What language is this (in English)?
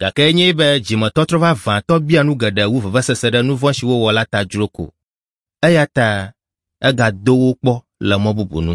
Ewe